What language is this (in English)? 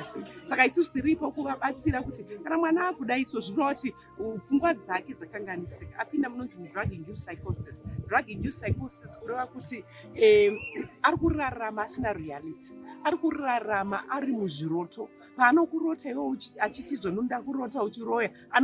Shona